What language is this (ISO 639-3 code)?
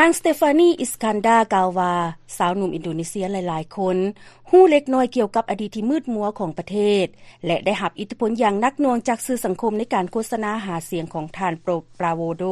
lao